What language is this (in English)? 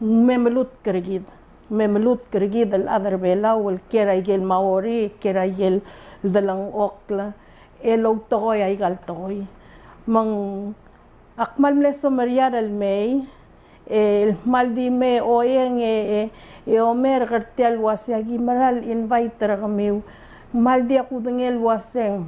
Palauan